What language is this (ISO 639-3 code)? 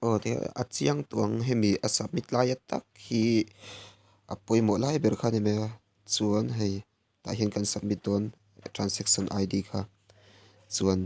lus